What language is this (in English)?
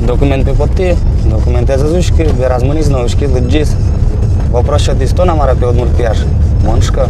Udmurt